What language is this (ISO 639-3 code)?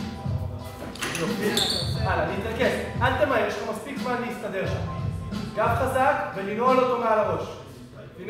heb